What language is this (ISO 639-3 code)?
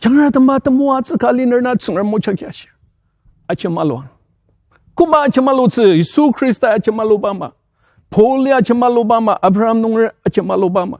njo